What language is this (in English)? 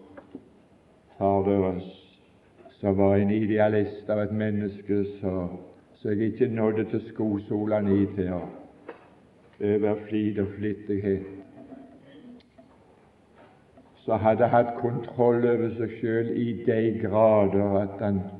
Norwegian